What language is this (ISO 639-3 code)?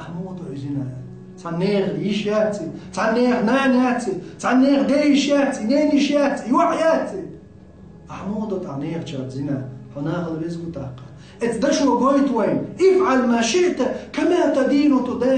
che